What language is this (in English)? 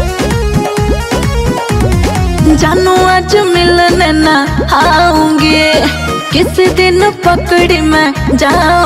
Bhojpuri